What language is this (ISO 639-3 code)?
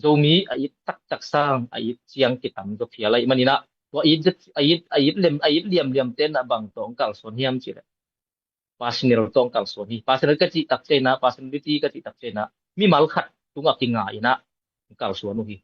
ctd